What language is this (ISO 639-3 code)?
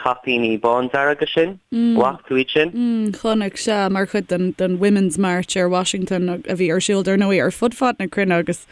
gle